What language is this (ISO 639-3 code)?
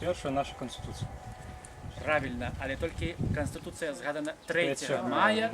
bel